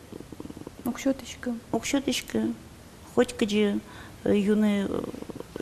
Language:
Udmurt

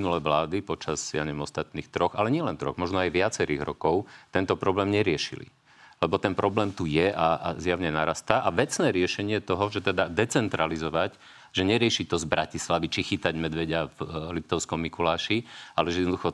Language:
Slovak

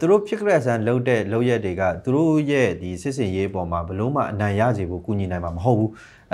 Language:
Burmese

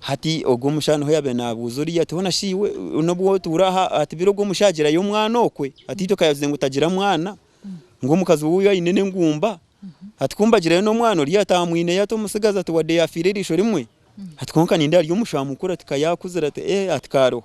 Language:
Nyankole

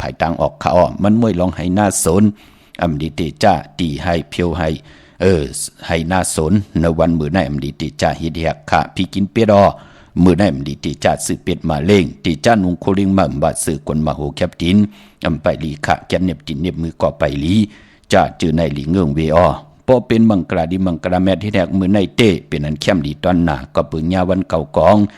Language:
Shan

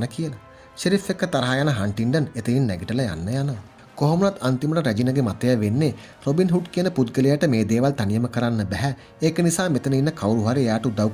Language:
Sinhala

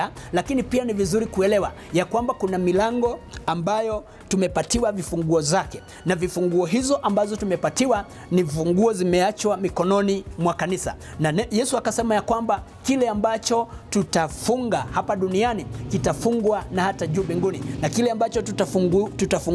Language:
Swahili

